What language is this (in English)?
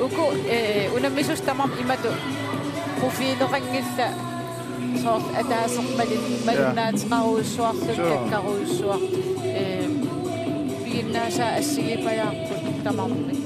Kalaallisut